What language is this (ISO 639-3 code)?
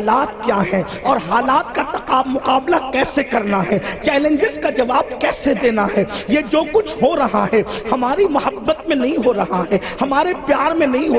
urd